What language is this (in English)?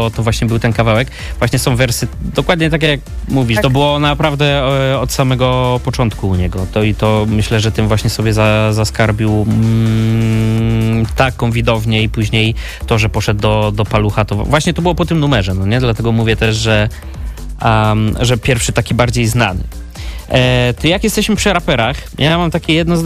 Polish